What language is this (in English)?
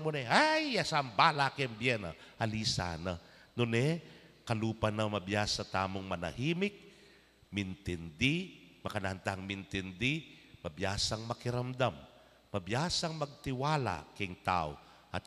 Pampanga